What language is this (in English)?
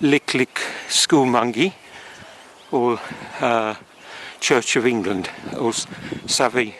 Tok Pisin